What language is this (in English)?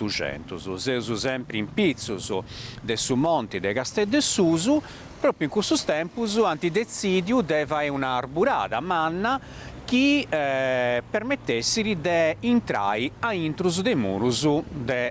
Sardinian